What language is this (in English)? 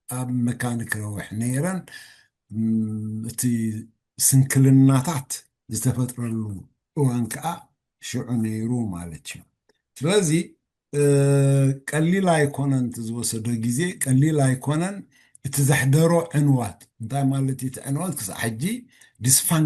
Tigrinya